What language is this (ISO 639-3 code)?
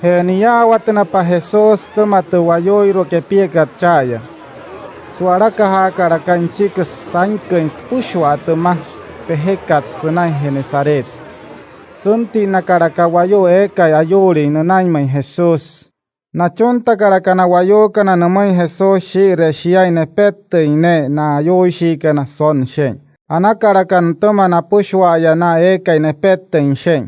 guc